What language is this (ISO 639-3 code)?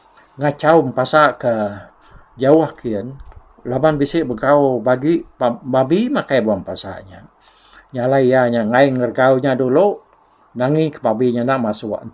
iba